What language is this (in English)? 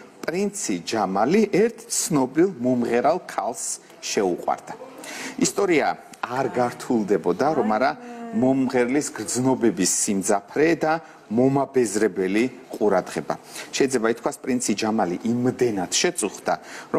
Georgian